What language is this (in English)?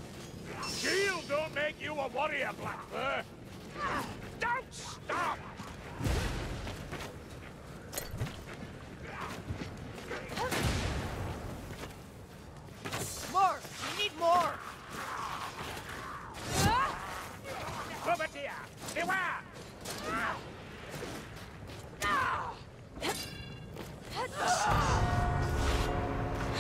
English